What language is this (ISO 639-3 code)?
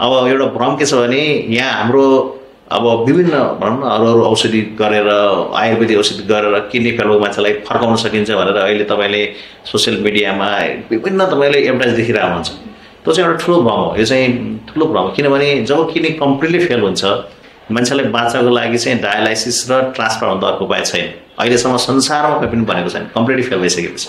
nep